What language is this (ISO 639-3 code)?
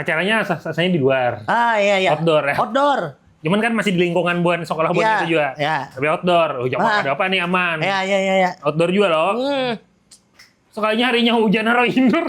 bjn